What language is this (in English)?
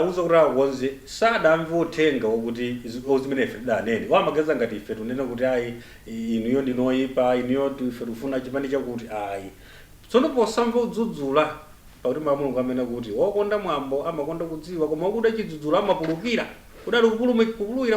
Nyanja